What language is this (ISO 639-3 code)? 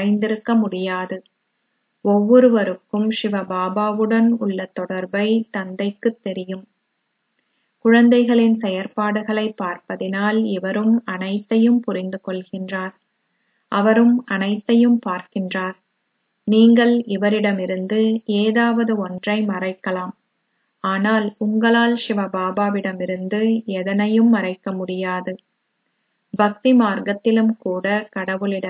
tam